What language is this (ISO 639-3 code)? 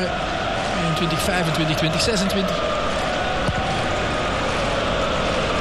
nld